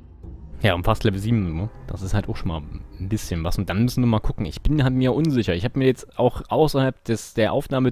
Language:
German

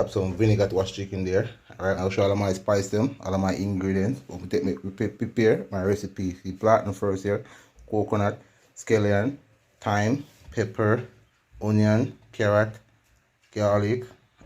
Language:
Jamaican Creole English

